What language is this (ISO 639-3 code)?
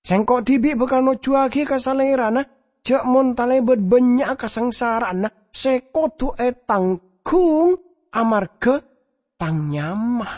mad